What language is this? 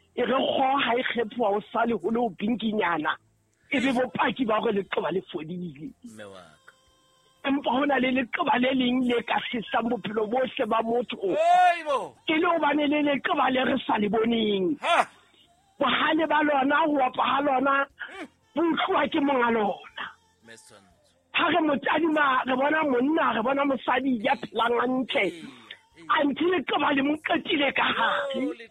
Southern Sotho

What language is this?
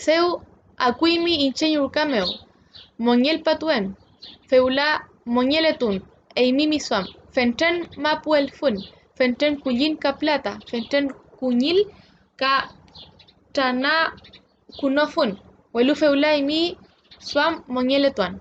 Mapuche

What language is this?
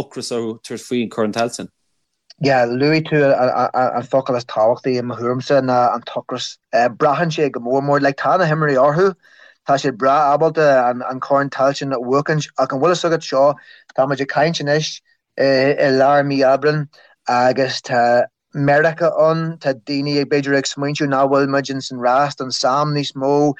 Irish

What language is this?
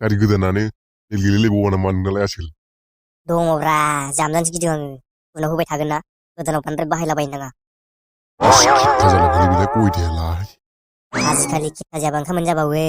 Bodo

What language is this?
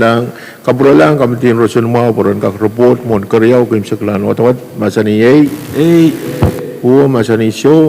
Pohnpeian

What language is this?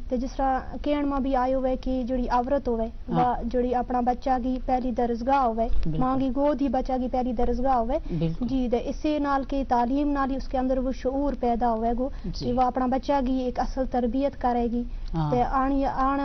Gujari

